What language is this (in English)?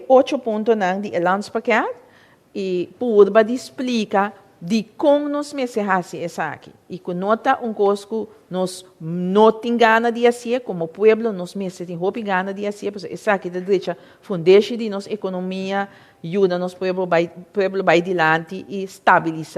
Papiamento